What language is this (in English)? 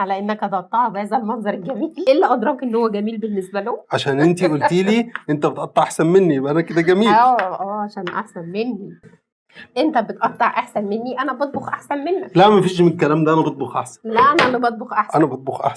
Egyptian Arabic